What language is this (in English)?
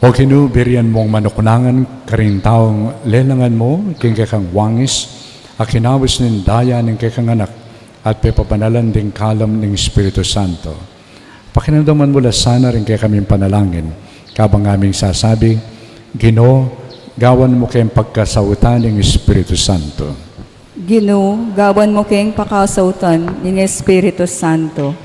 Pampanga